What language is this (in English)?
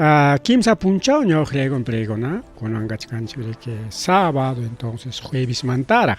Ayacucho Quechua